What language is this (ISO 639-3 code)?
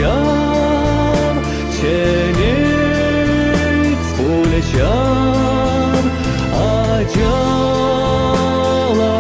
chv